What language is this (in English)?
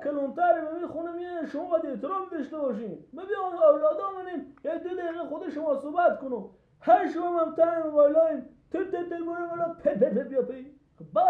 Persian